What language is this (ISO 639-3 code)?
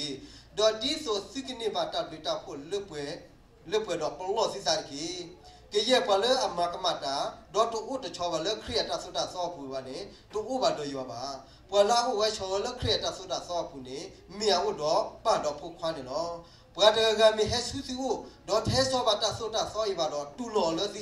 ksw